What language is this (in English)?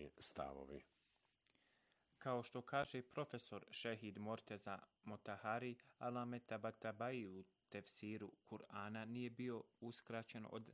Bosnian